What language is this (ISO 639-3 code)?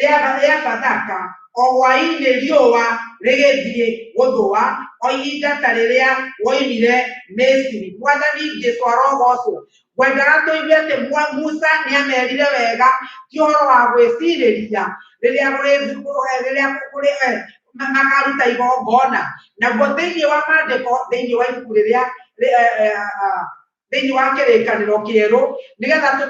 kik